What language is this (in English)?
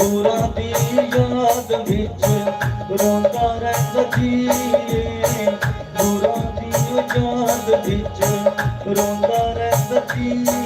Dogri